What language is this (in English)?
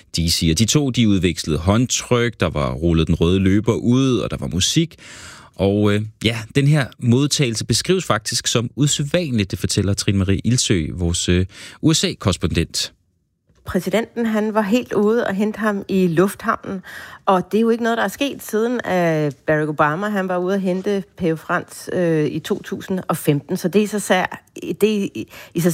Danish